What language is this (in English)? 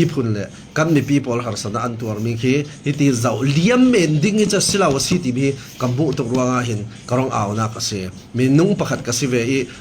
Falam Chin